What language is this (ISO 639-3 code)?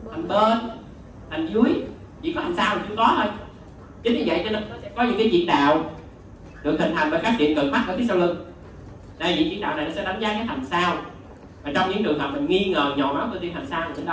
vie